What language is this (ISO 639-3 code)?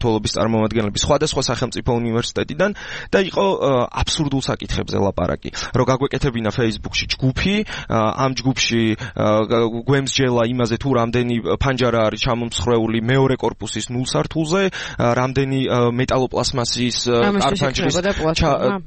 kat